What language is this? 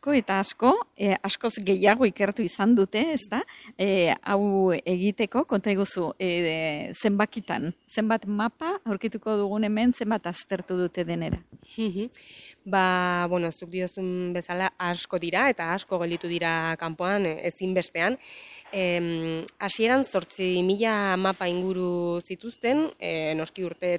Basque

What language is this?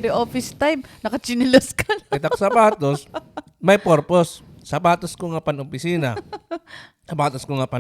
Waray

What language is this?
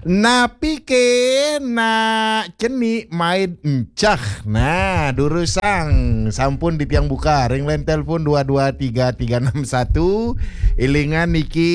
Balinese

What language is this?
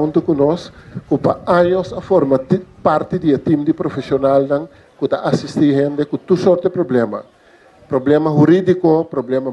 Papiamento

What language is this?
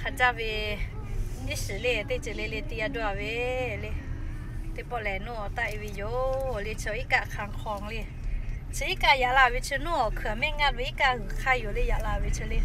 Lahu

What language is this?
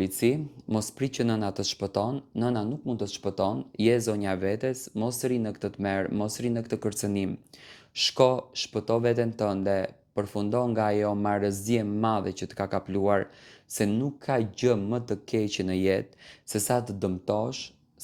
Albanian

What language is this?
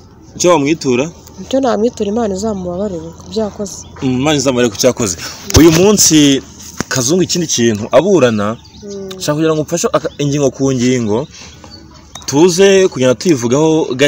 Kinyarwanda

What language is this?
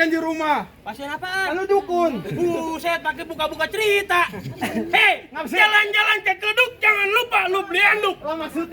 Betawi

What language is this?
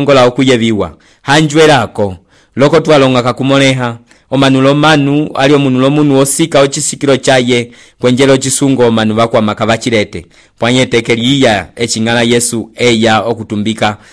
Umbundu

